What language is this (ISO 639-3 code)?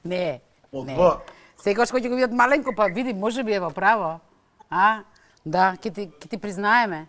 mkd